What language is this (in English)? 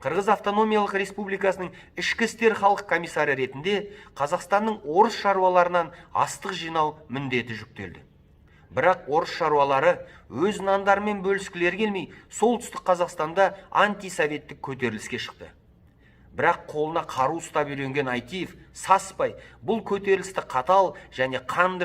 Kazakh